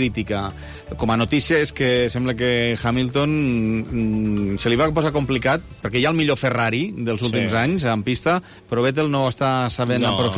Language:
Catalan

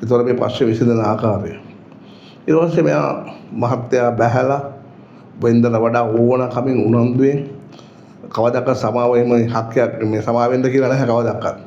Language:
Sinhala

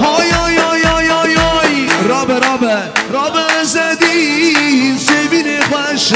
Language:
Kurdish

